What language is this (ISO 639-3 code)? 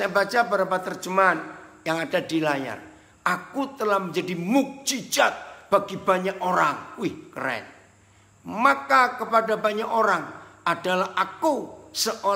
ind